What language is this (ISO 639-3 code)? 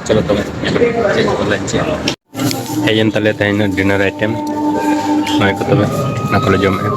sat